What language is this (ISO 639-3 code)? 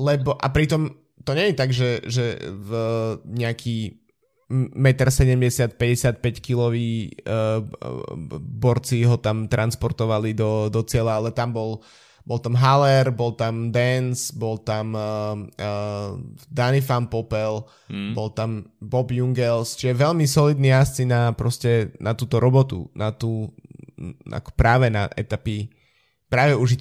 slk